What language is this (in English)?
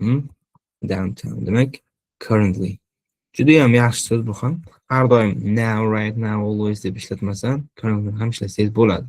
Uzbek